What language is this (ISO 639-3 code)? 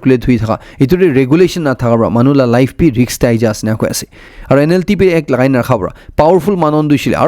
nag